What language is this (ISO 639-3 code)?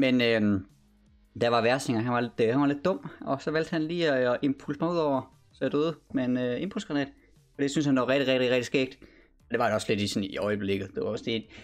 dan